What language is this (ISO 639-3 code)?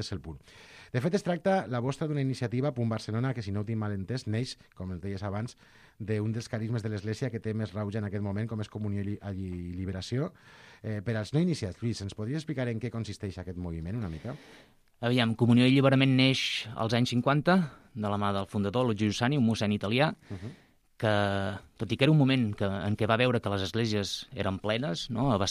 cat